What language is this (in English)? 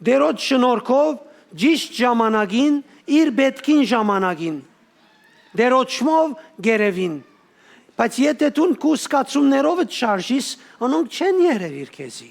Western Armenian